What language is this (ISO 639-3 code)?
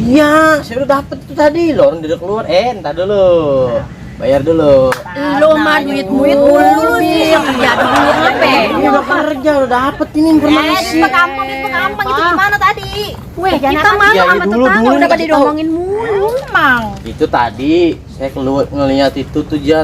bew